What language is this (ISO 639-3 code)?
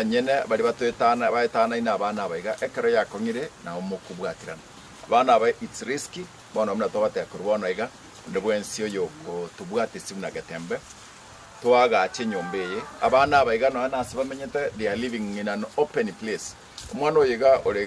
guz